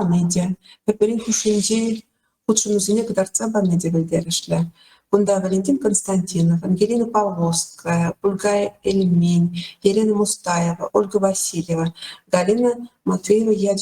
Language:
Chuvash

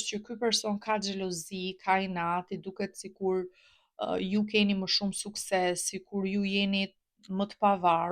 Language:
Albanian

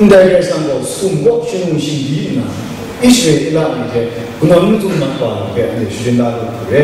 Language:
Kachin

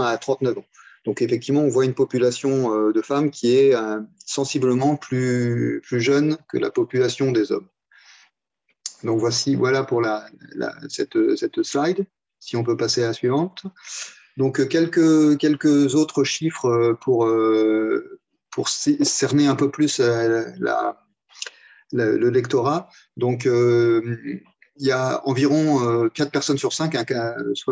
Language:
French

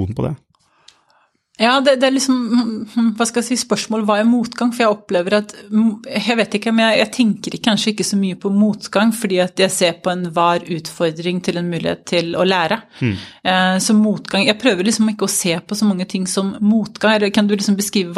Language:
Norwegian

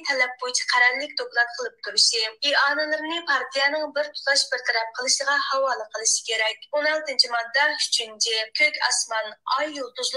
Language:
Uyghur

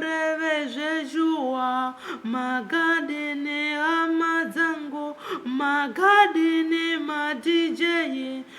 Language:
Shona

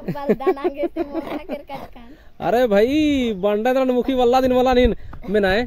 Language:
Kurukh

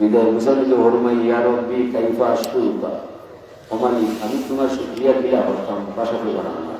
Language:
Sylheti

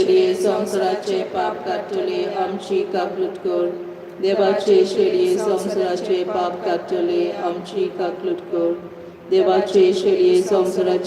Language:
Konkani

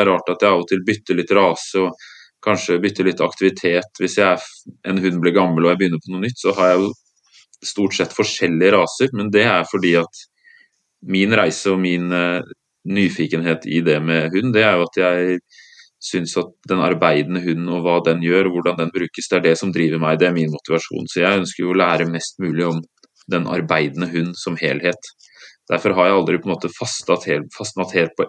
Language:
Norwegian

